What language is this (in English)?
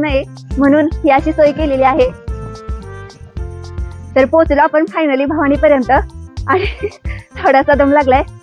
Marathi